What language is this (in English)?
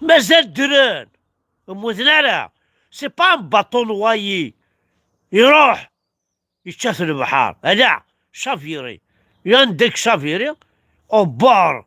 Kabyle